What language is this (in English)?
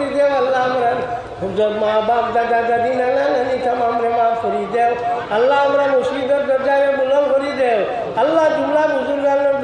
Sylheti